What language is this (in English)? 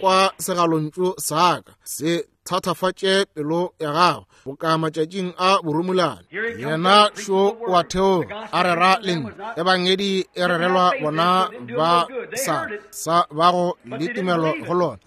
Northern Sotho